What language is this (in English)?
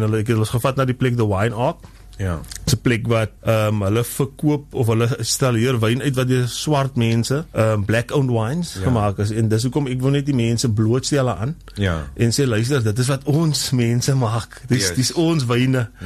Afrikaans